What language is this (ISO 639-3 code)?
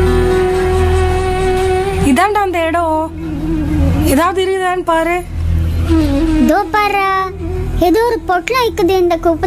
tam